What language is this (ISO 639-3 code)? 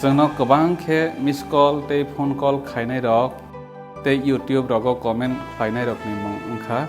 trp